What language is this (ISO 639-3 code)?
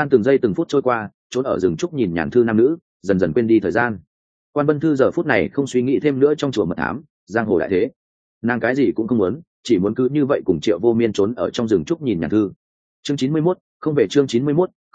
vie